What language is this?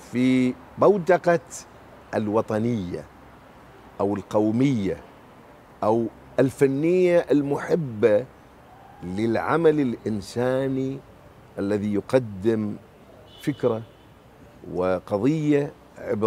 Mesopotamian Arabic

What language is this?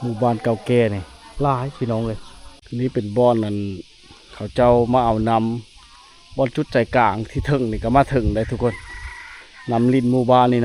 Lao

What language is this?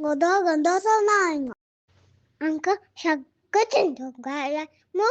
Konkani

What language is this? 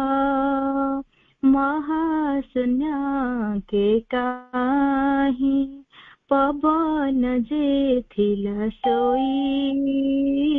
Odia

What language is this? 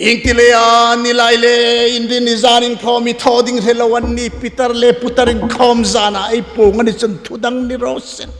Hmar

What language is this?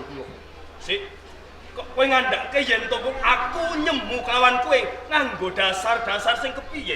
Javanese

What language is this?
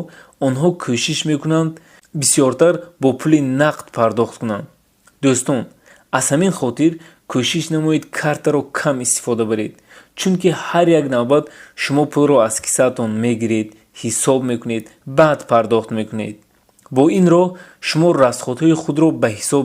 Tajik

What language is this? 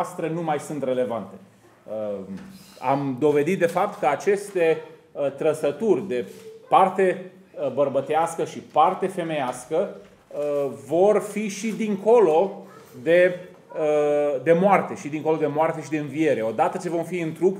Romanian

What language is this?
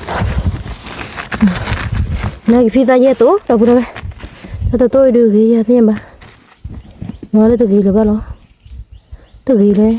S'gaw Karen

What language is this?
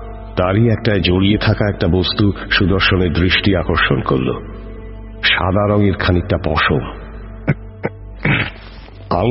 Bangla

